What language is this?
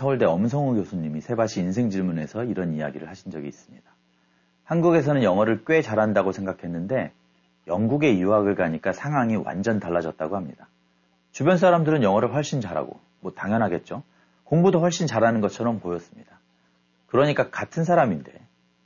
Korean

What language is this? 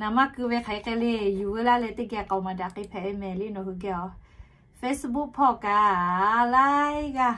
Lahu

